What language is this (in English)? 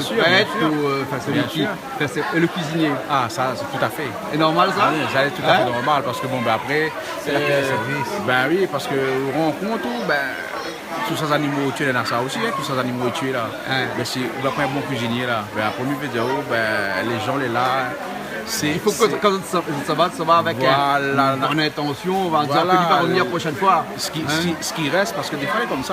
Réunion Creole French